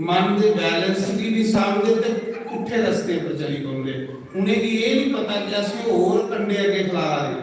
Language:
Dogri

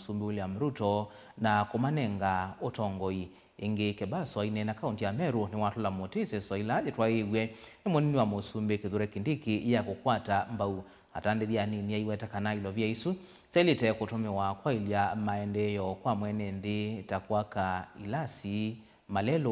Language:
Kamba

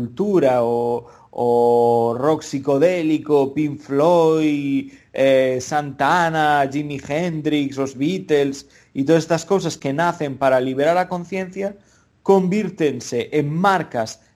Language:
Galician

